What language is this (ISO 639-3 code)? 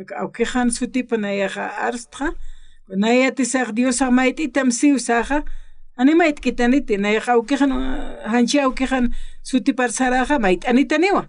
aym